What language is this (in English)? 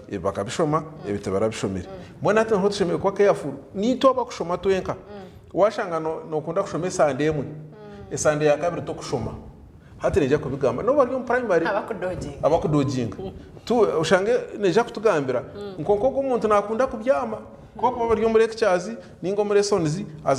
Nyankole